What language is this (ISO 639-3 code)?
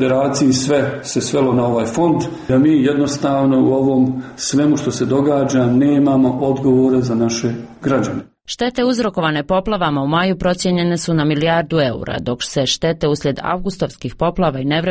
srp